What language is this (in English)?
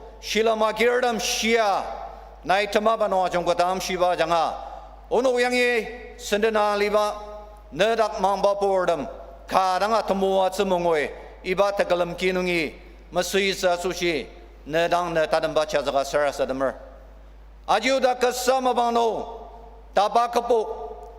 Ao Naga